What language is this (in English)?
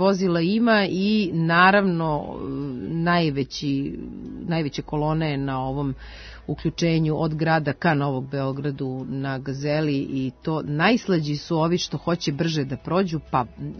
Serbian